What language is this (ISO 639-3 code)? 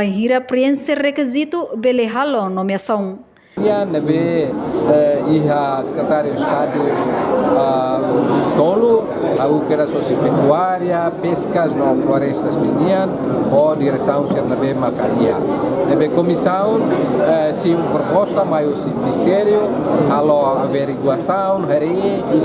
tet